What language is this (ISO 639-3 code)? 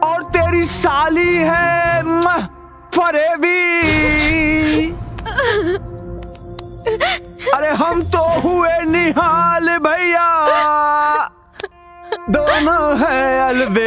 bho